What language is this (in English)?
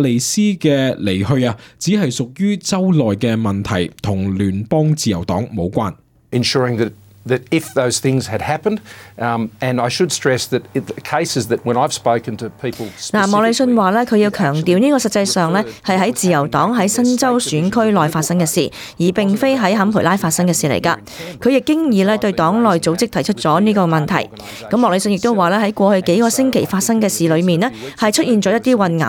Cantonese